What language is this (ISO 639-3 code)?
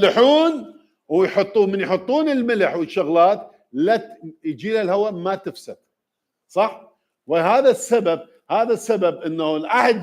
acm